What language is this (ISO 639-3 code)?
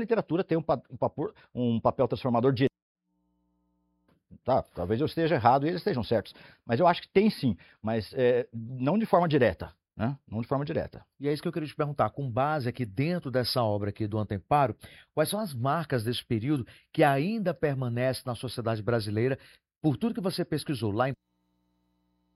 por